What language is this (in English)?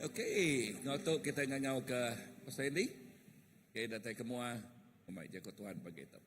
Iban